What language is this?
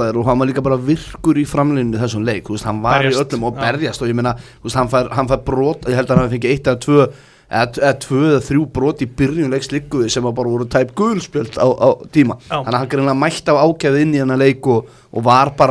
Icelandic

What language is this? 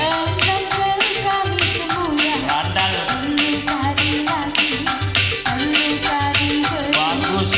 Batak Karo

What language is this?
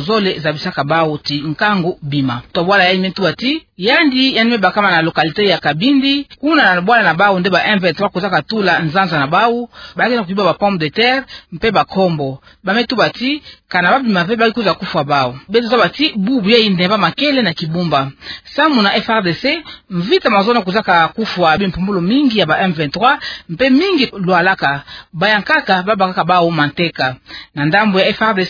Kituba (Democratic Republic of Congo)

